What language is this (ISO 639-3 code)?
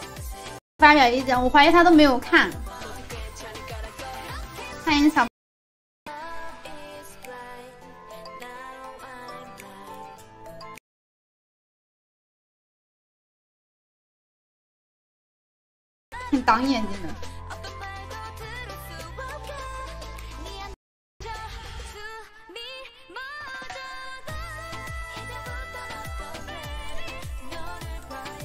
zho